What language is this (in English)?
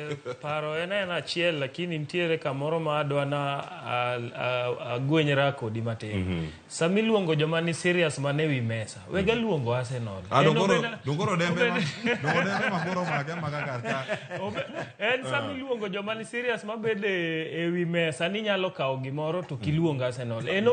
Luo (Kenya and Tanzania)